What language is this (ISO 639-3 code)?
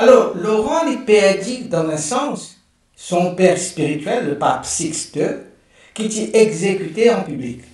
mfe